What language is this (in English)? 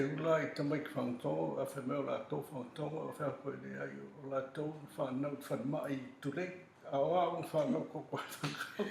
Samoan